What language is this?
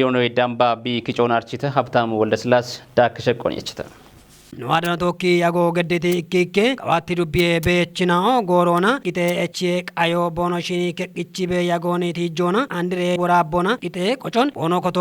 Kafa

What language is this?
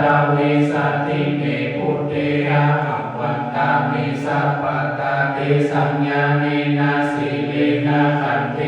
Pali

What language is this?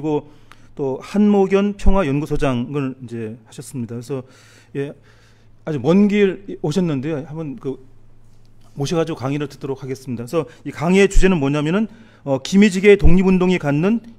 Korean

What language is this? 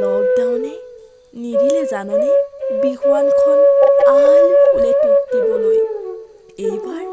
Assamese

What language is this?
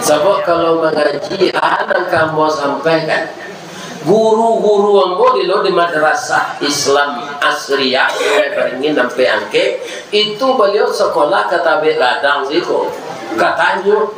Minangkabau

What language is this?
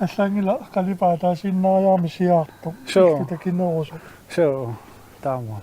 Kalaallisut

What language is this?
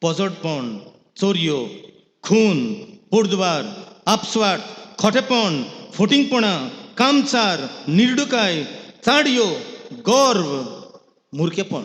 Konkani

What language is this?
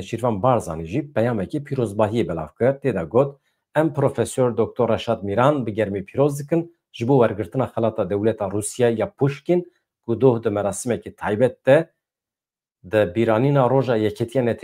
Kurdish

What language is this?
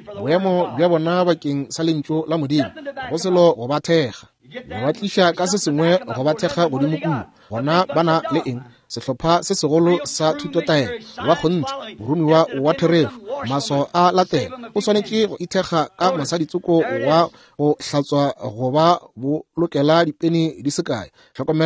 Northern Sotho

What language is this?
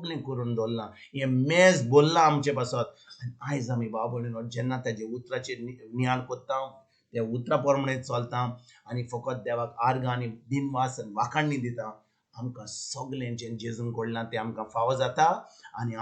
Konkani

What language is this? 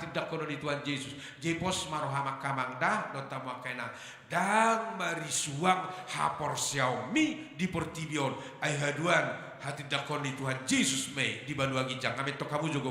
Batak Toba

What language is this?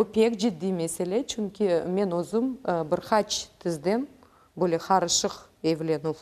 Crimean Tatar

